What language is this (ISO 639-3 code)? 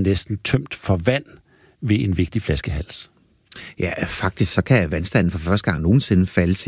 dan